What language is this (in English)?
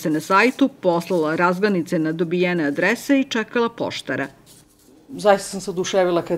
Serbian